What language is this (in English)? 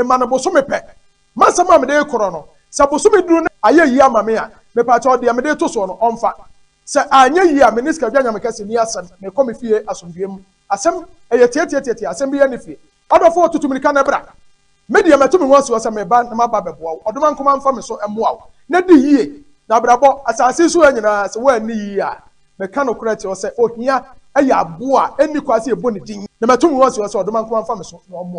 Akan